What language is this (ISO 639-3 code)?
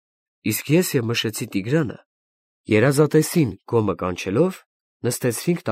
hye